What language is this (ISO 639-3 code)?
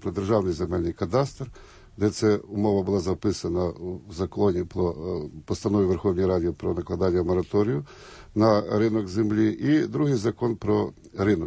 ukr